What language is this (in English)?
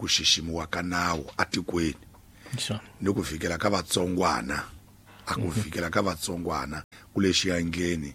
Tsonga